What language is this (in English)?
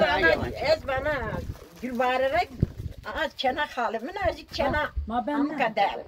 Zaza